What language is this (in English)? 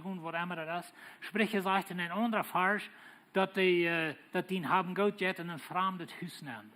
Plautdietsch